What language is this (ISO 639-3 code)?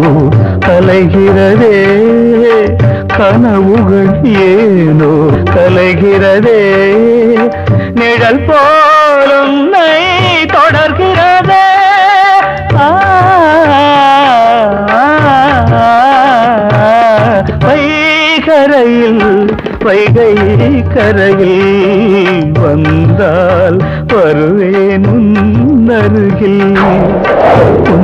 tam